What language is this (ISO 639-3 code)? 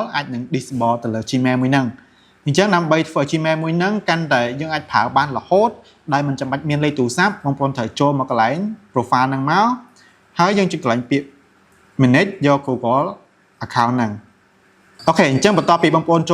khm